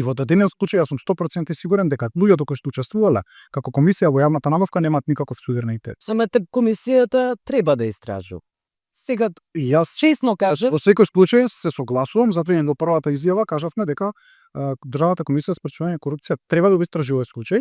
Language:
Macedonian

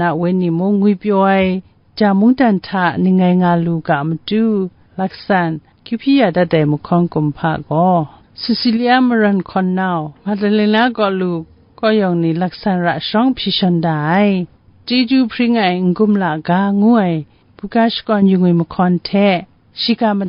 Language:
Kachin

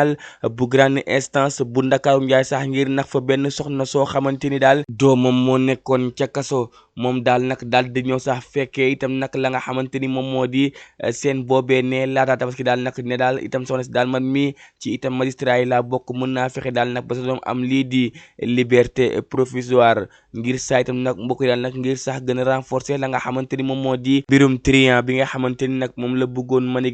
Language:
Wolof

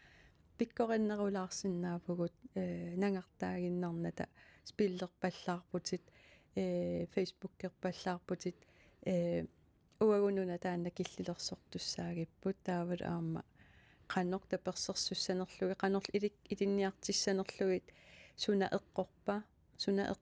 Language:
Kalaallisut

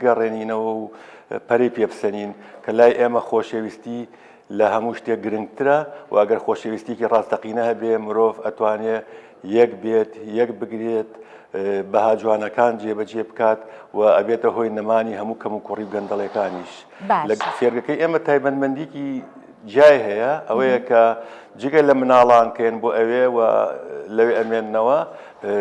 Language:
Central Kurdish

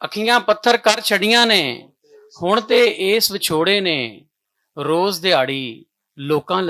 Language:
Western Panjabi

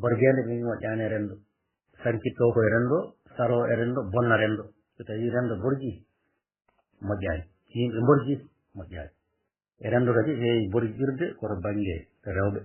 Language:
Fula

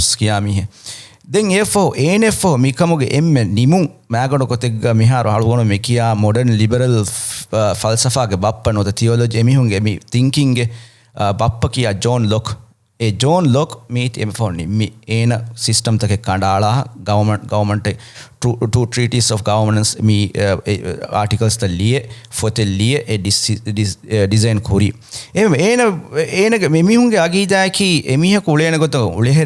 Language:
Divehi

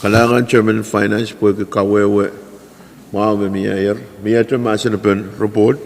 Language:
Pohnpeian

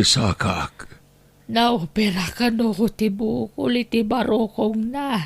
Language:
Iloko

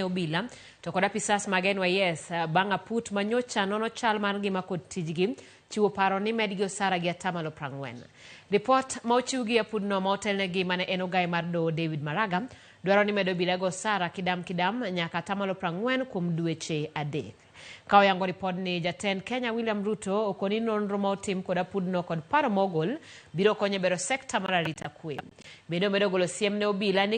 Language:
Luo (Kenya and Tanzania)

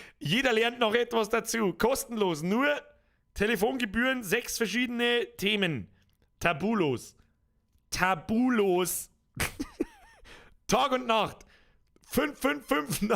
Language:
Bavarian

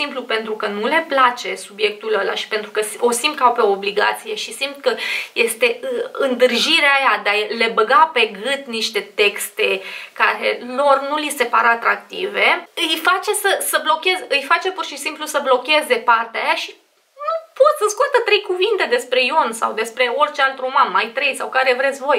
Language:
Romanian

